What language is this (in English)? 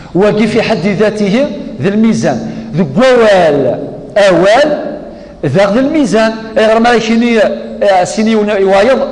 Kabyle